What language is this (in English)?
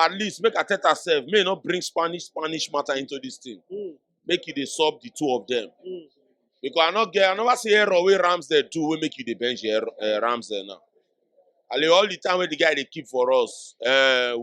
Nigerian Pidgin